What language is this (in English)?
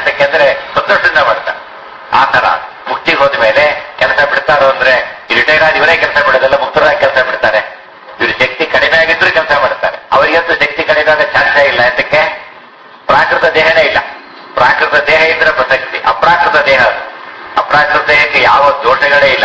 Kannada